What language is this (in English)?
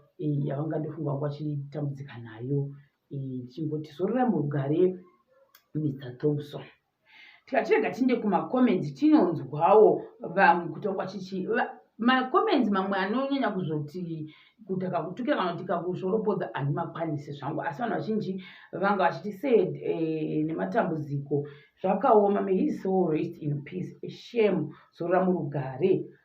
Shona